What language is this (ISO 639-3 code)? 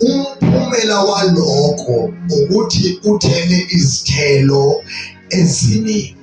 zul